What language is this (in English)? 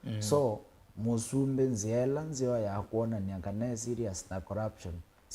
Kamba